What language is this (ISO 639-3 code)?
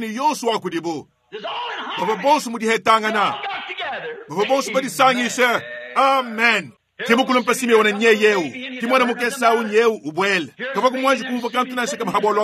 lua